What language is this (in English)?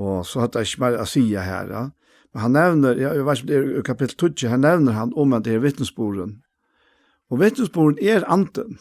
Faroese